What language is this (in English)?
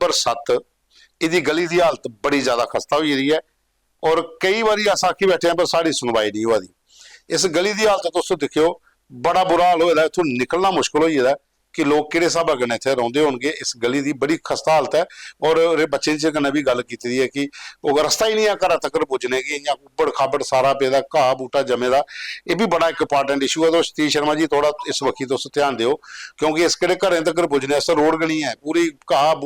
Dogri